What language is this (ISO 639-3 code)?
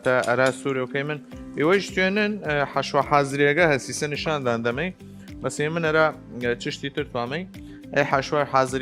sdh